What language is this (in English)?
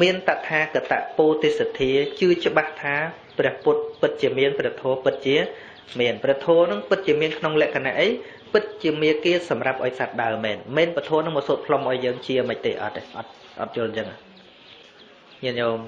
Khmer